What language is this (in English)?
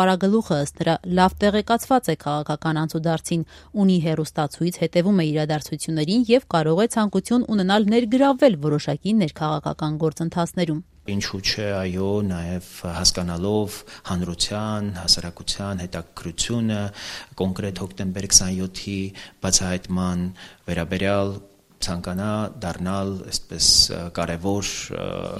Armenian